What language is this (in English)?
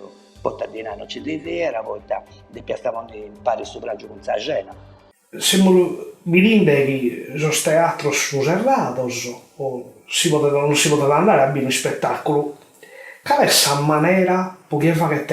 Sardinian